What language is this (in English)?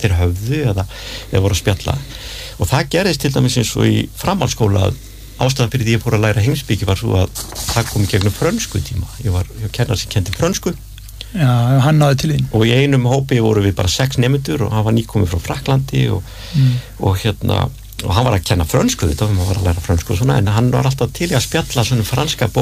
Icelandic